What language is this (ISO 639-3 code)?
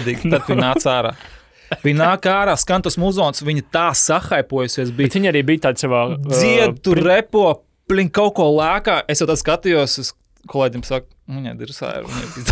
lav